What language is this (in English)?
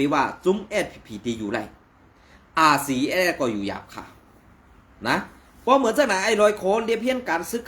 Shan